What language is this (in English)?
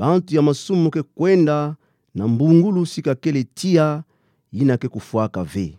Kituba (Democratic Republic of Congo)